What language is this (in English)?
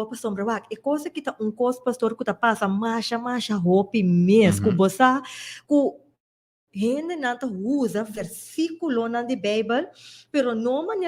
Papiamento